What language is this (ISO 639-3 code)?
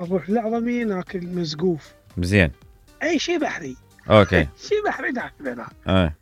acm